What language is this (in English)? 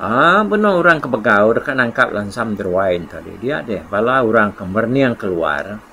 Iban